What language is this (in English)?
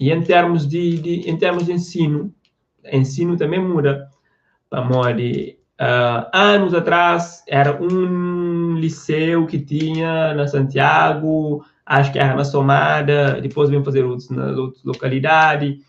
Kabuverdianu